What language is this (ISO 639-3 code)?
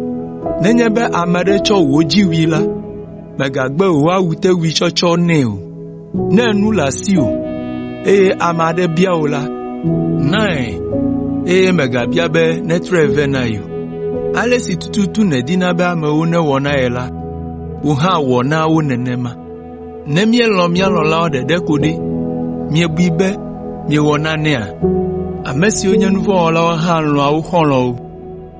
ewe